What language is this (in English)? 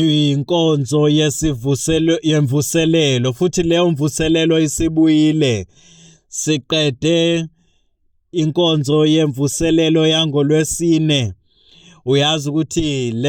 Zulu